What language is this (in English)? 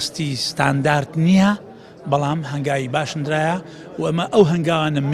Central Kurdish